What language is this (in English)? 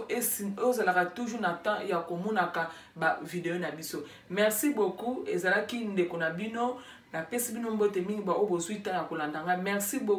Lingala